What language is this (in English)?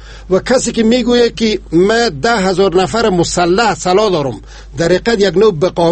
Persian